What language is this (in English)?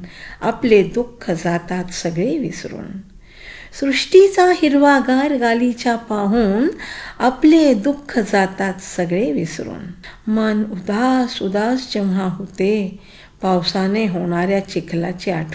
Marathi